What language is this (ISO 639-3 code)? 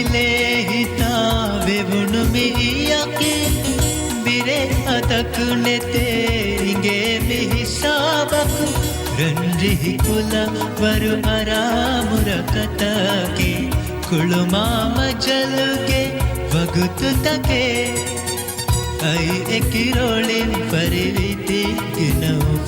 div